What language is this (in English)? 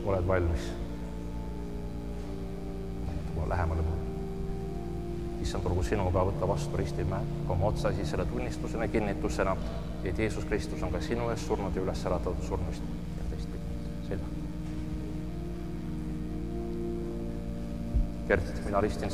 Estonian